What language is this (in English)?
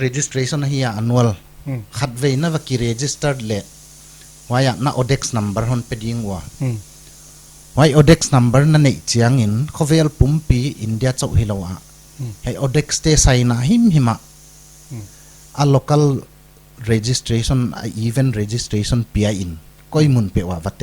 Paite Chin